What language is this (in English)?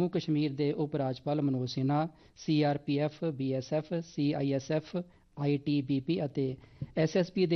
Punjabi